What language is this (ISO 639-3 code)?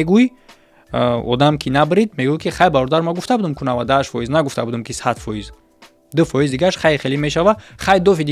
tgk